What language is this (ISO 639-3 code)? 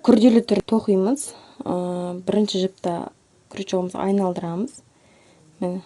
kaz